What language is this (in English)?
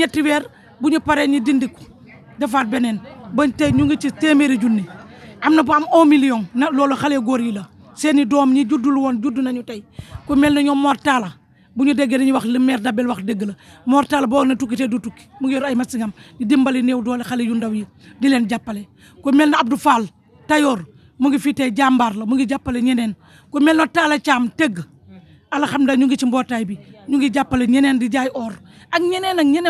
Wolof